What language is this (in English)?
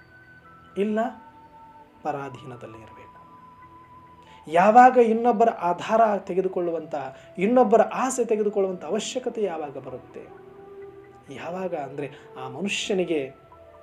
Kannada